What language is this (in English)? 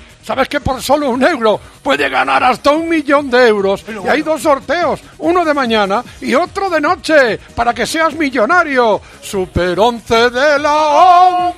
Spanish